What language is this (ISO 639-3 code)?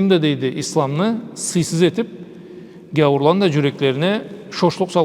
krc